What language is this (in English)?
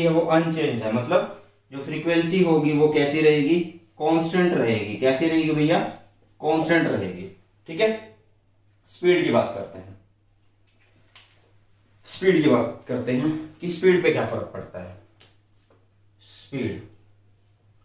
Hindi